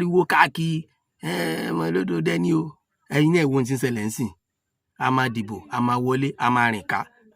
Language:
Yoruba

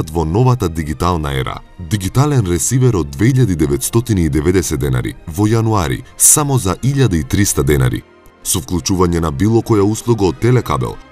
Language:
Macedonian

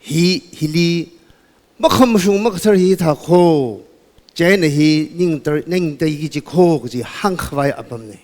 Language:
Tangkhul Naga (India)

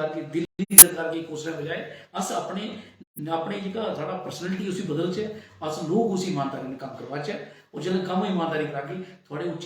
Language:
Dogri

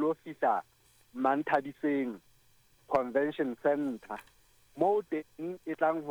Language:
Southern Sotho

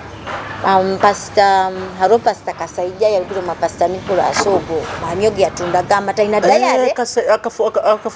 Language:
Nyoro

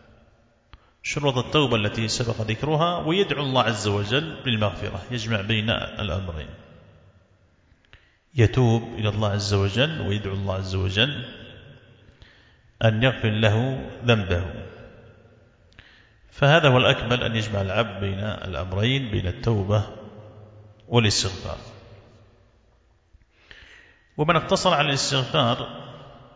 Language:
Arabic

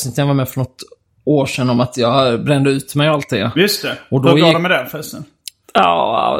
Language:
Swedish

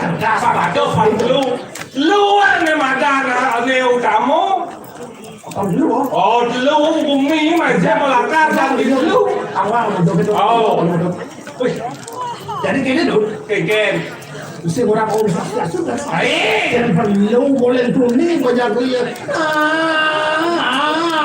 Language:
Balinese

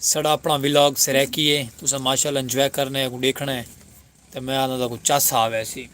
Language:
Saraiki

